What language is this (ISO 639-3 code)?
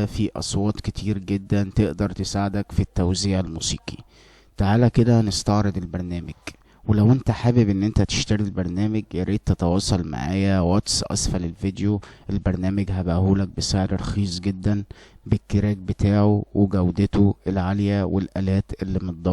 arz